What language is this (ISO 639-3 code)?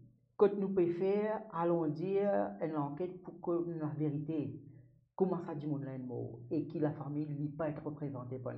mfe